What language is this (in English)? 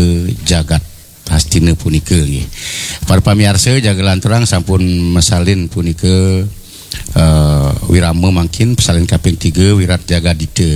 Balinese